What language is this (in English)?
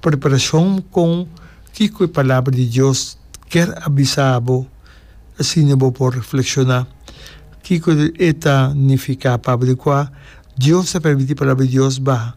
Papiamento